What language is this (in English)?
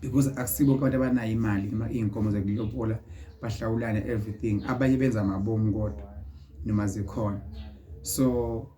Zulu